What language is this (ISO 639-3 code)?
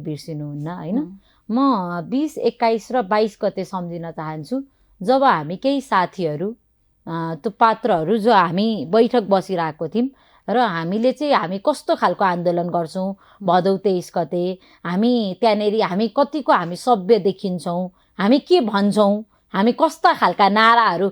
nep